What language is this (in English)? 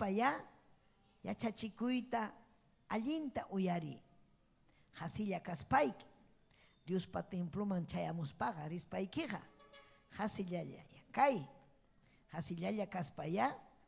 Ayacucho Quechua